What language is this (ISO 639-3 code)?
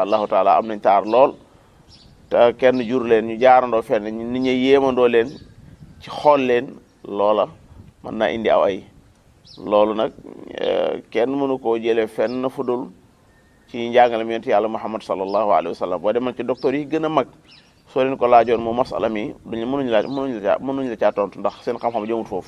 wol